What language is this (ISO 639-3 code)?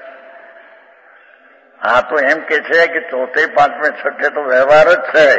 guj